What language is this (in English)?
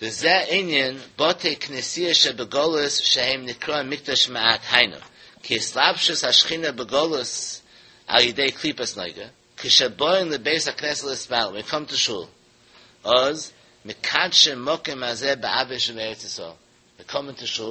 Yiddish